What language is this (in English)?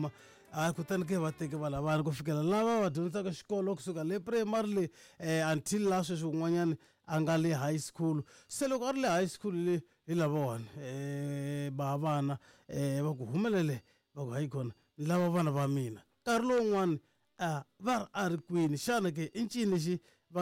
Tsonga